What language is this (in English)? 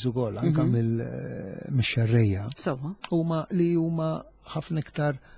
Maltese